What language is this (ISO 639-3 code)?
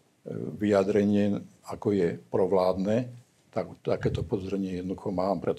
slk